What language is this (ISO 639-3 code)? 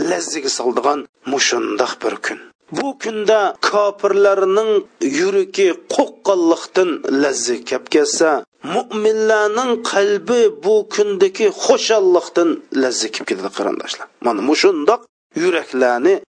uig